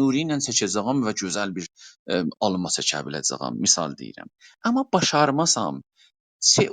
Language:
South Azerbaijani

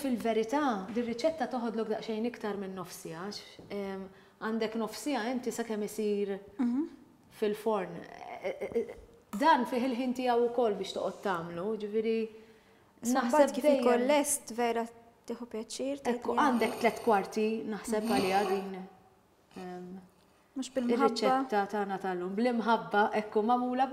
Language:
Maltese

